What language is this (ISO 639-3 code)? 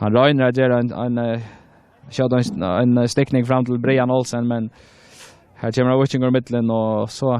fao